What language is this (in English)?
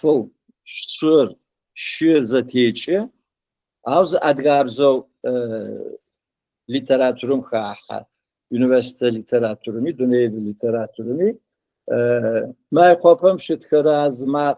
Adyghe